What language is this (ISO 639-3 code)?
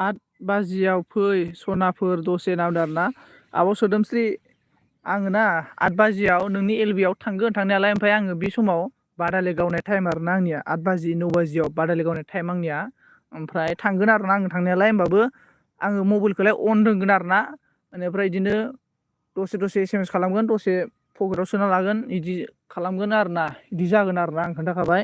brx